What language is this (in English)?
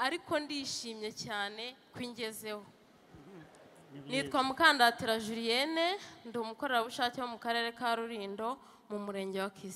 Kinyarwanda